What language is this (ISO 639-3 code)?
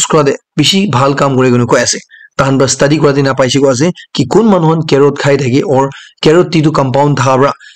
nag